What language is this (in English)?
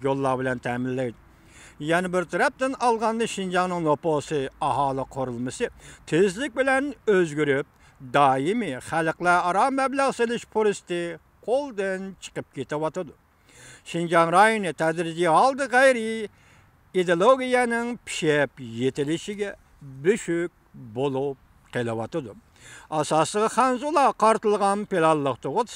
Uyghur